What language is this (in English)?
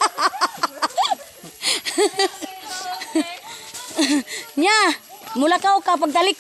Cebuano